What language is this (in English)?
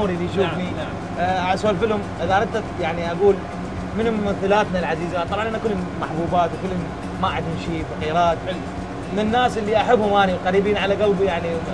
Mesopotamian Arabic